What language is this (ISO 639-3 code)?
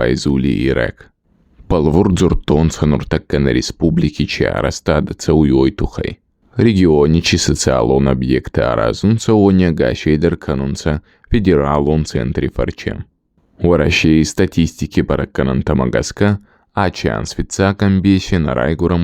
oss